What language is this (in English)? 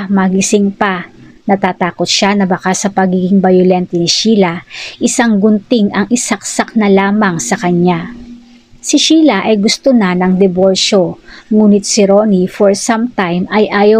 Filipino